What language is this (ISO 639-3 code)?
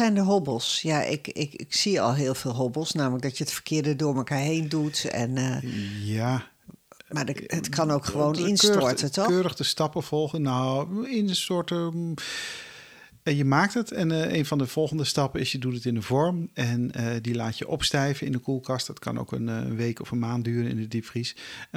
nld